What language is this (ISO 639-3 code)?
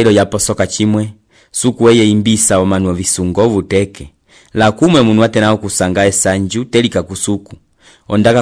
umb